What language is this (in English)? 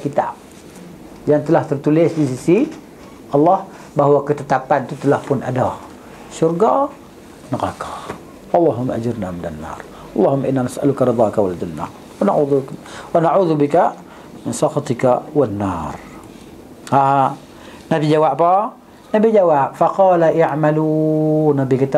Malay